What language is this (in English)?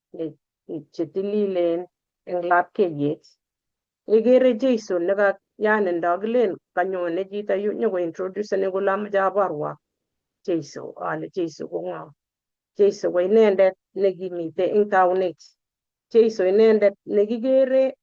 Kalenjin